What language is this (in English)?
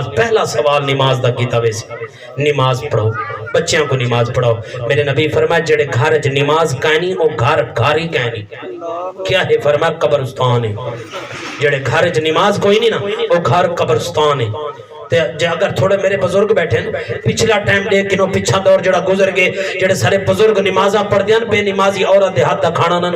Saraiki